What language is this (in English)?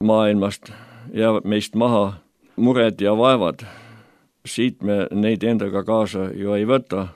Estonian